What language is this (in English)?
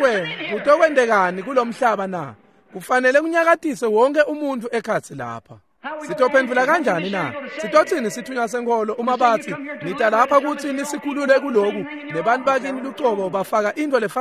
Swati